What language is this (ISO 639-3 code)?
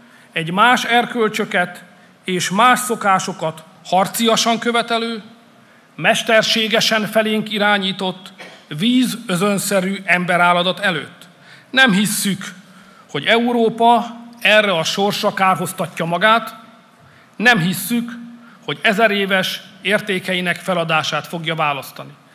hun